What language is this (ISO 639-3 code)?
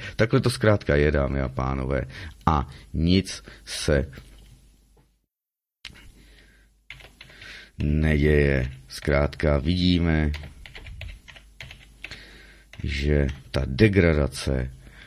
ces